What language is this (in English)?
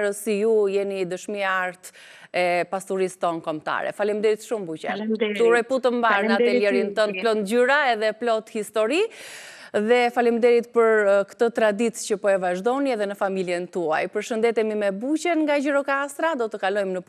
Albanian